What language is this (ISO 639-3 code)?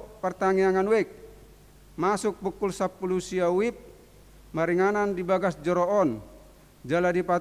bbc